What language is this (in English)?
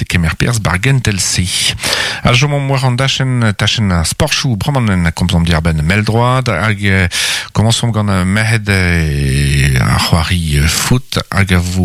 Breton